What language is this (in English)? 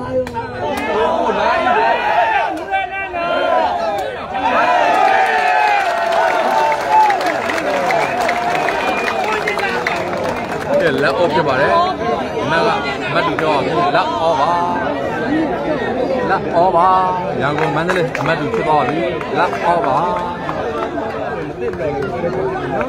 Burmese